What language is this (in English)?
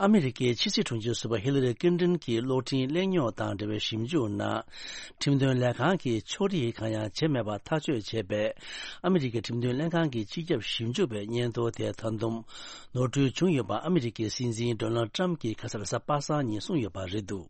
Tibetan